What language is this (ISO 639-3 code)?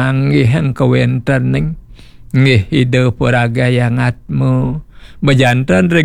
ban